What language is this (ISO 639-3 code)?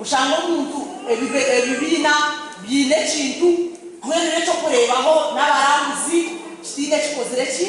nyn